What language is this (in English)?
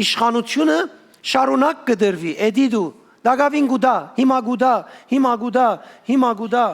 Western Armenian